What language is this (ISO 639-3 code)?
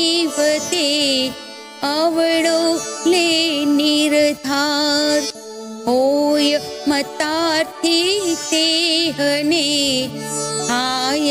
guj